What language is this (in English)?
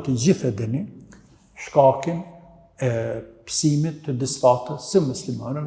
Albanian